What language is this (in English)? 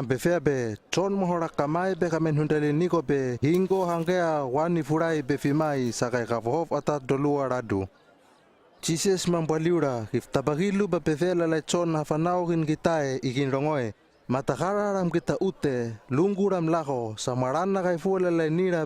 Hano